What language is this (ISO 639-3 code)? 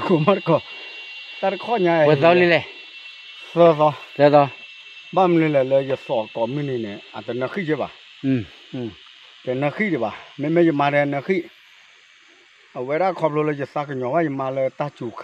ksw